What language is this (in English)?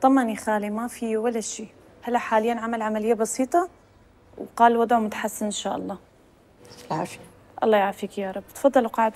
Kurdish